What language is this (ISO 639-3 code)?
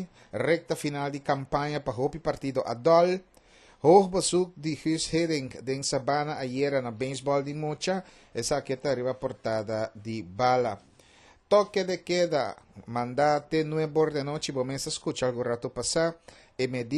pap